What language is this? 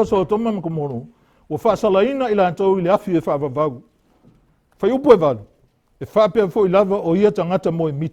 Samoan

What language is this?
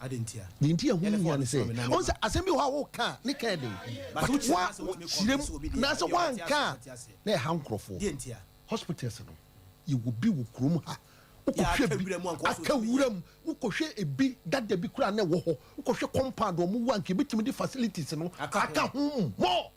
Akan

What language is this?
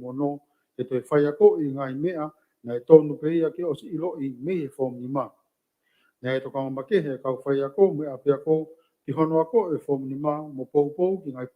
Tongan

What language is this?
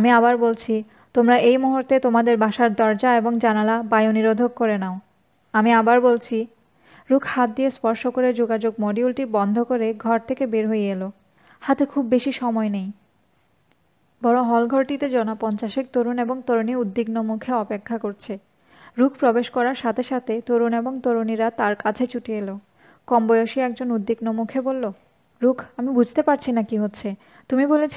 Bangla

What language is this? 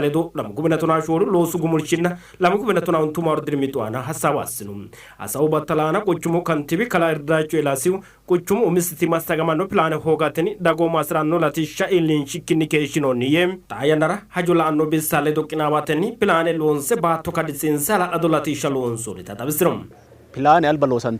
Sidamo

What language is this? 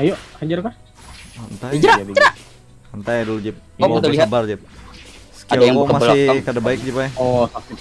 Banjar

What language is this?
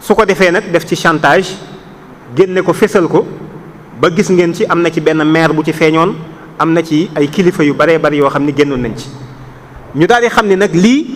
Wolof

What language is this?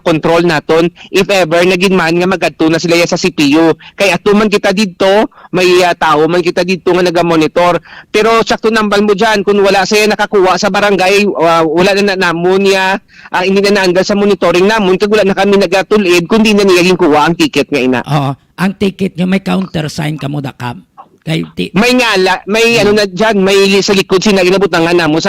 Hiligaynon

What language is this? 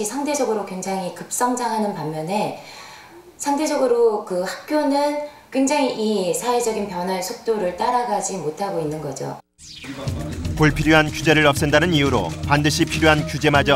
Korean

